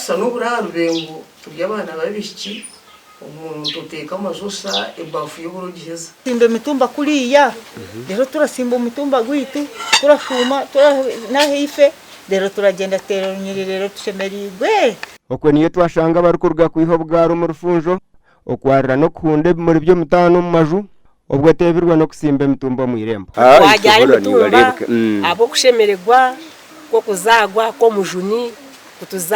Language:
Nyankole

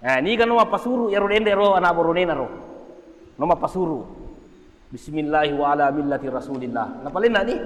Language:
Buginese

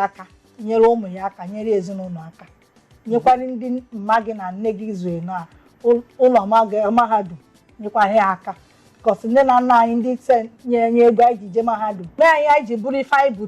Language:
Igbo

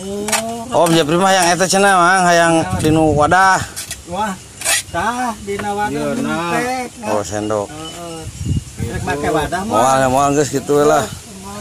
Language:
Sundanese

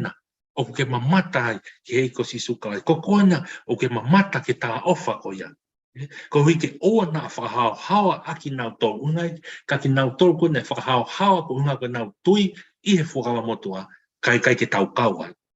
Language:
Tongan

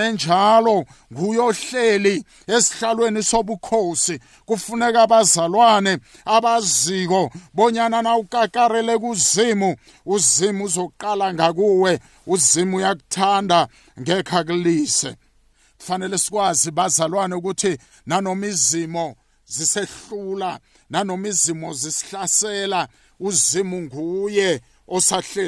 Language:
South Ndebele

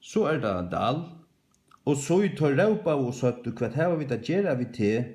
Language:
Faroese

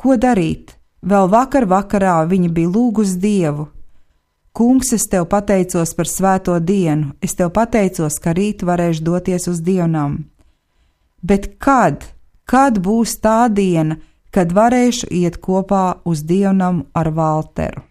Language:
Latvian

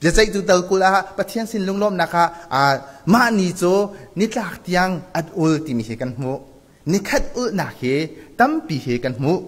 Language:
Hakha Chin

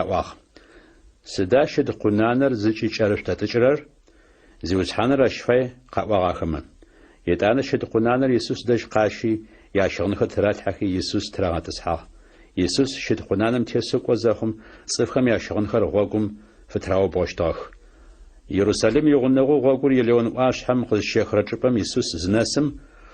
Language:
Adyghe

